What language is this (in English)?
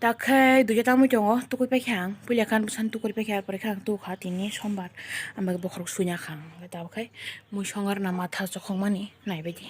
Kok Borok